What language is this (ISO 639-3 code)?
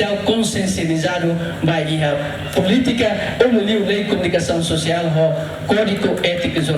tet